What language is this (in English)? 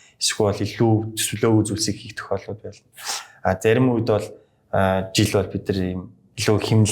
Mongolian